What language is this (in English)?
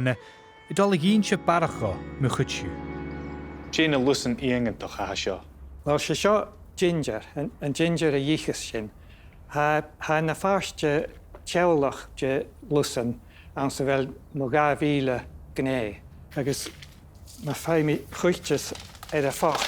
Scottish Gaelic